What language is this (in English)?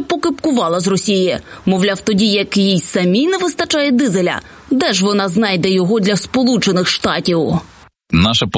Ukrainian